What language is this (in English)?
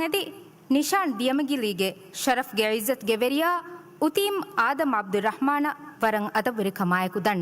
Divehi